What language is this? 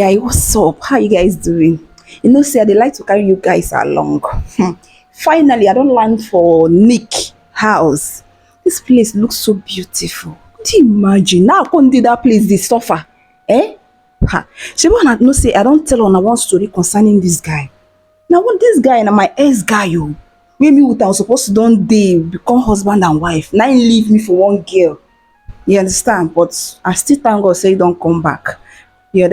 Nigerian Pidgin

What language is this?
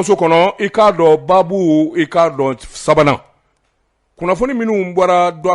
Bambara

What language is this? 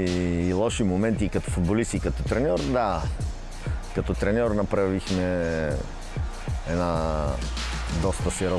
Bulgarian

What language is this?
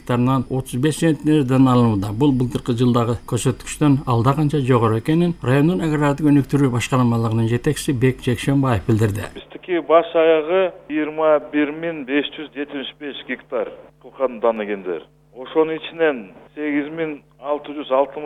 Kyrgyz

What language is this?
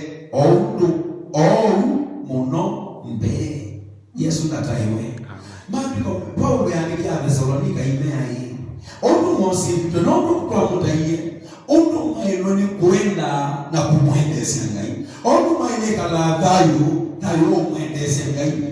Kamba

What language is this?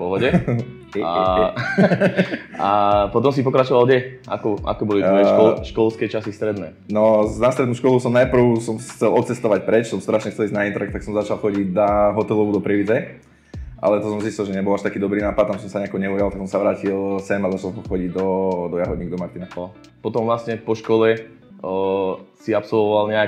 Slovak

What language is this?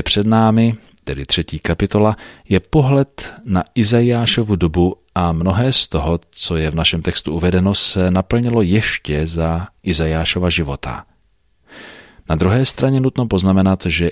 Czech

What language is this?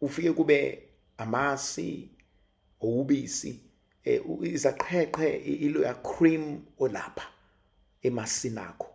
Zulu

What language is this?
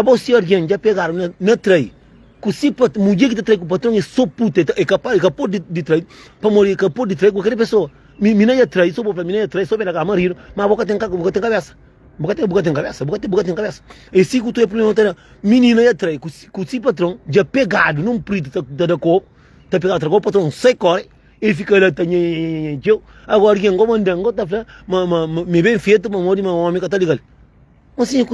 Kabuverdianu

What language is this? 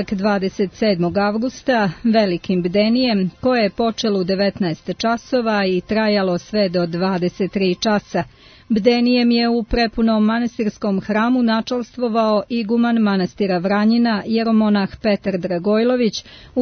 Serbian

